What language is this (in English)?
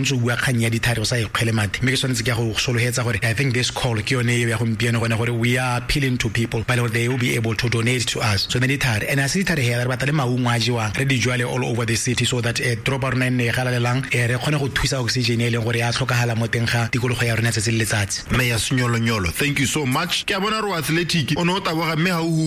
Tswana